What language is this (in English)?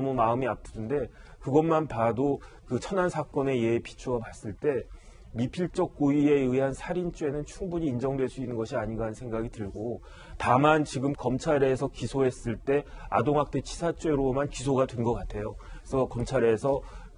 Korean